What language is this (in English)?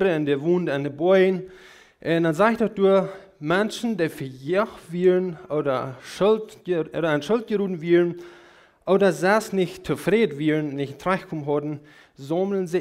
Plautdietsch